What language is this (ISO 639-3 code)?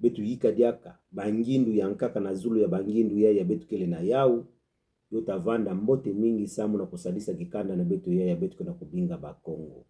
ktu